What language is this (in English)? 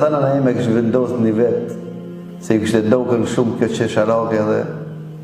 Albanian